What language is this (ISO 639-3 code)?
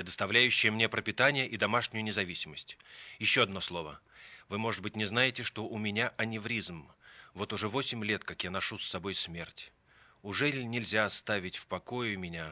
rus